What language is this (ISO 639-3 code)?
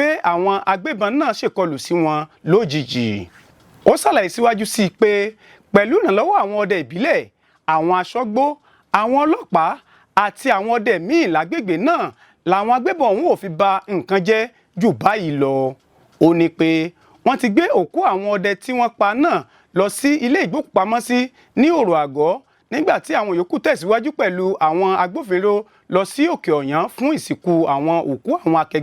yor